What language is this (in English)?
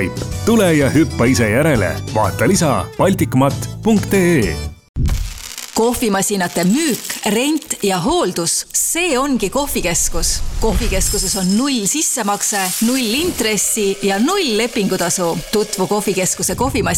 Estonian